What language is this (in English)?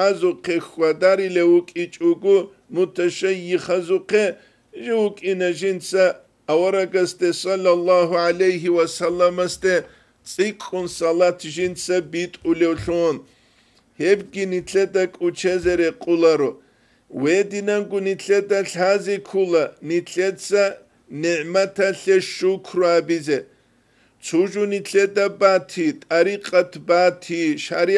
Avaric